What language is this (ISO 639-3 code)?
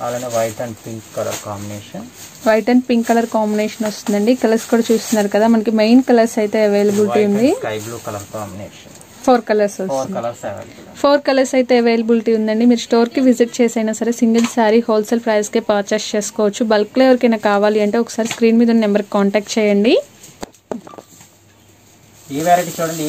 tel